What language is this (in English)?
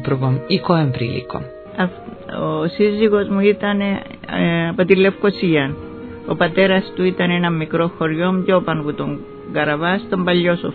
Greek